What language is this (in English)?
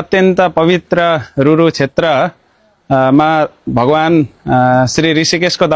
Nepali